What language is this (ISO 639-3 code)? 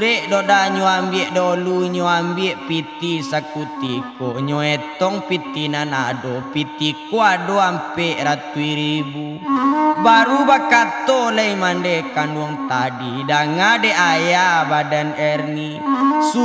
min